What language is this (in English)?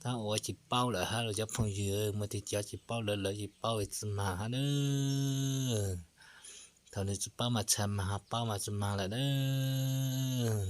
Hmong